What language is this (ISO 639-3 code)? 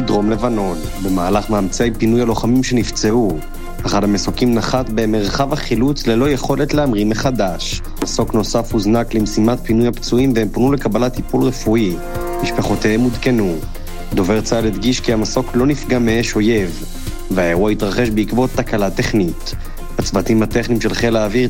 heb